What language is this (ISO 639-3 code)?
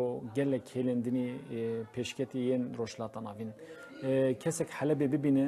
kur